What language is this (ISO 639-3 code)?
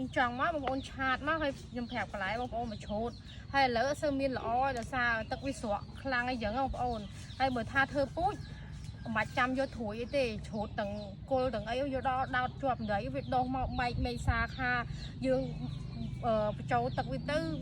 khm